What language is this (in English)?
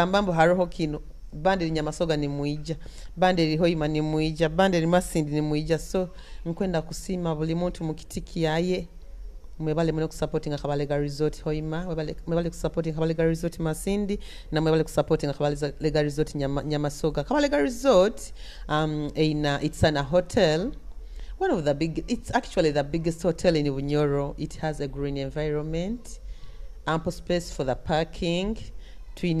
Nyoro